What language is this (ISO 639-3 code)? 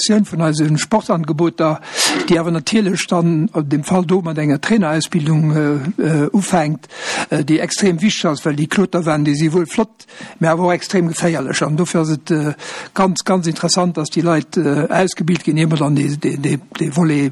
ltz